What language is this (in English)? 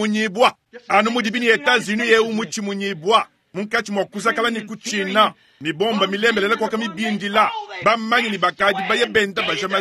Luba-Lulua